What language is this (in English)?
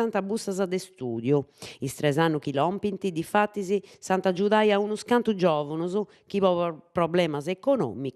Sardinian